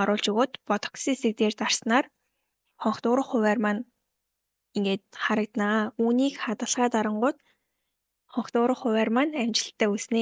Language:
Mongolian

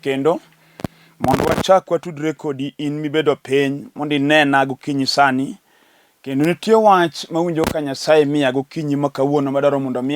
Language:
Luo (Kenya and Tanzania)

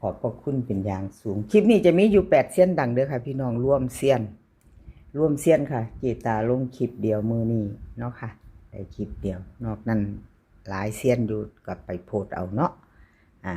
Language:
Northeastern Thai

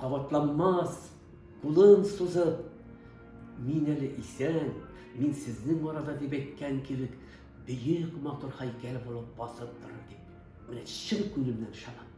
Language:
Tatar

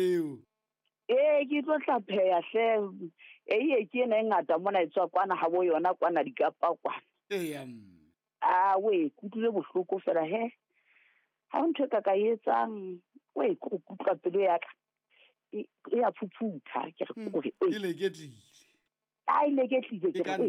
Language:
Southern Sotho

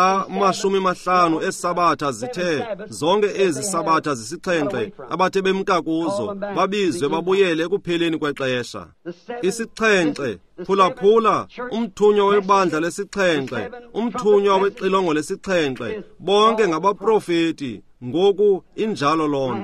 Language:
Xhosa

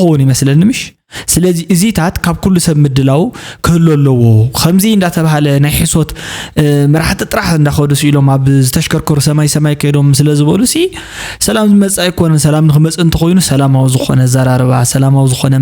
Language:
Tigrinya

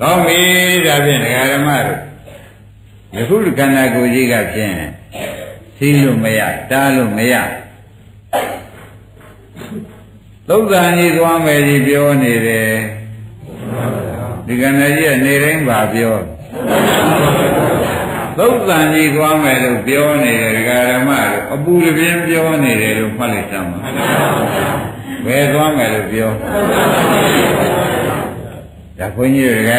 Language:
Burmese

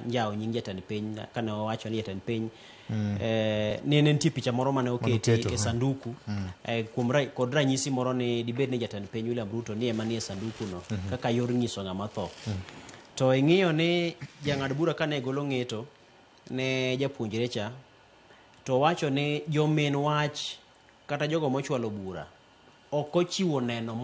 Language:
Luo (Kenya and Tanzania)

